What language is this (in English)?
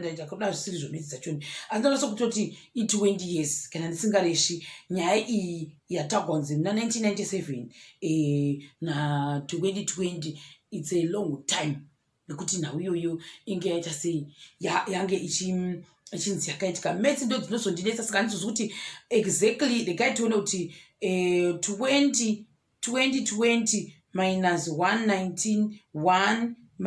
Shona